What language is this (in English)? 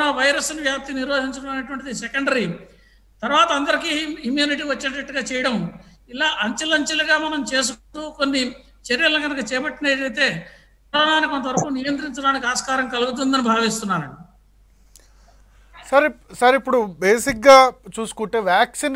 Telugu